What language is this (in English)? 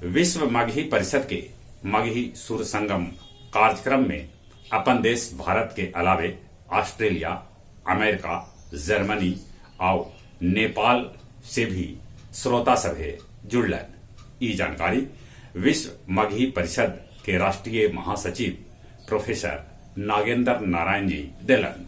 Magahi